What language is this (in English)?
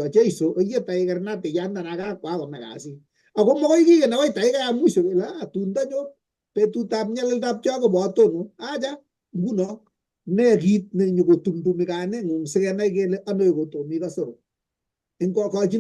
Kalenjin